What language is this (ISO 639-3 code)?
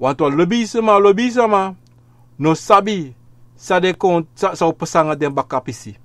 srn